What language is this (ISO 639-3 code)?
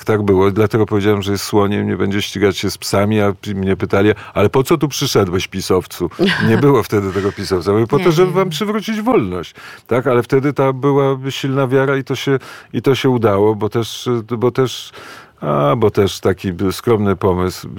pol